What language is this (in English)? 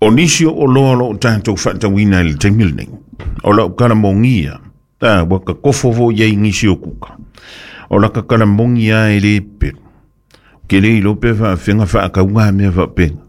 Samoan